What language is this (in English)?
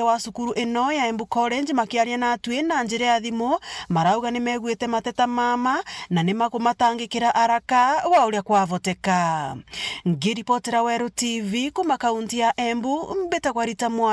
Meru